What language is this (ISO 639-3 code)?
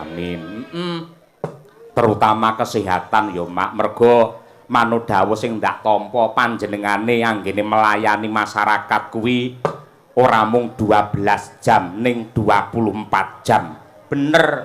jav